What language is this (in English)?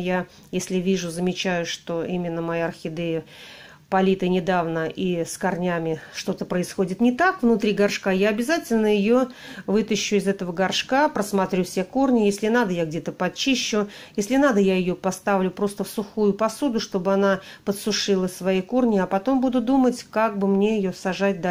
Russian